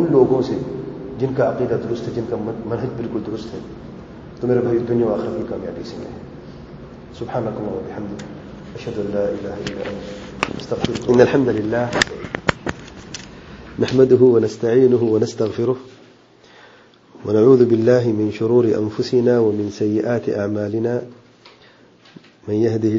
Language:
Urdu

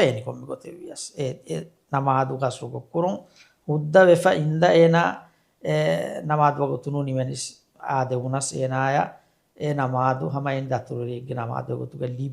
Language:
Divehi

